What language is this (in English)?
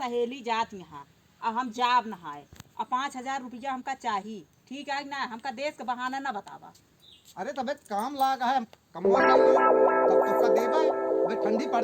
Awadhi